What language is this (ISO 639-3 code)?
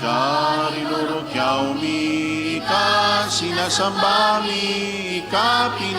bik